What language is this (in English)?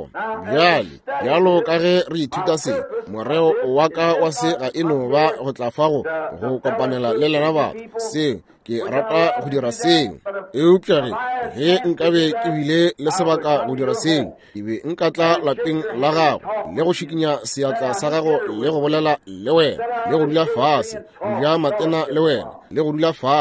Northern Sotho